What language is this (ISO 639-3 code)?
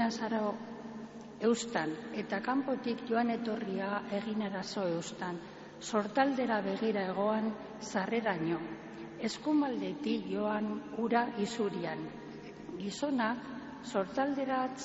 eus